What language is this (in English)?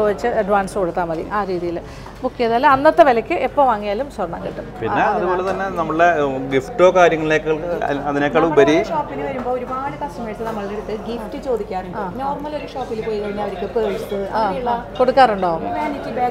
Malayalam